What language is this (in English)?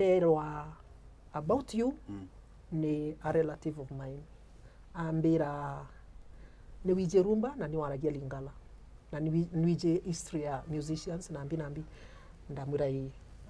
Meru